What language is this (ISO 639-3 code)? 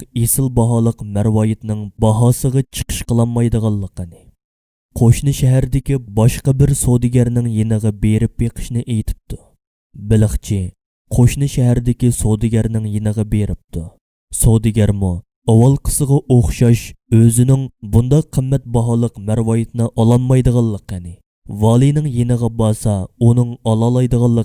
uig